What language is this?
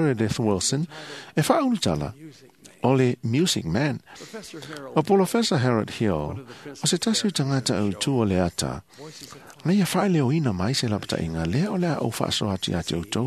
Samoan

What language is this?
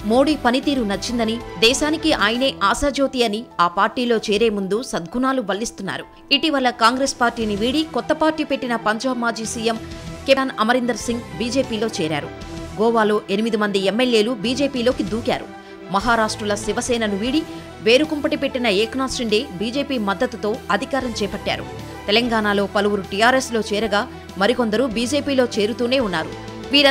Telugu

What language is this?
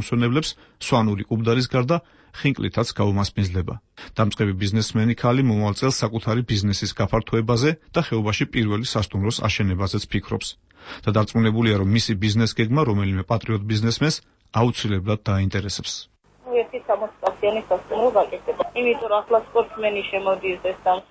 Georgian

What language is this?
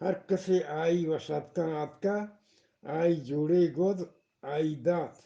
Eastern Balochi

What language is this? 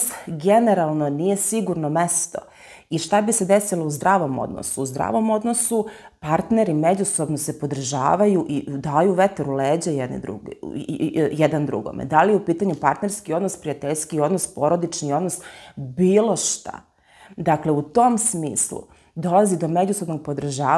Serbian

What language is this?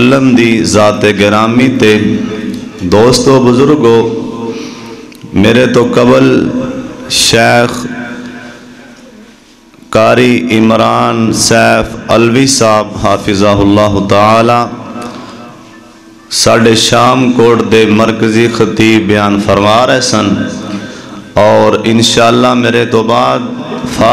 Western Panjabi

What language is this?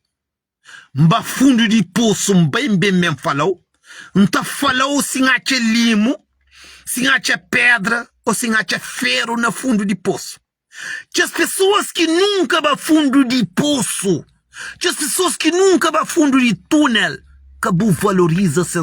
Kabuverdianu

